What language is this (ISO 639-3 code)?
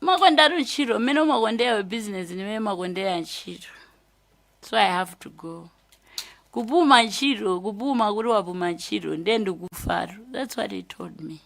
nya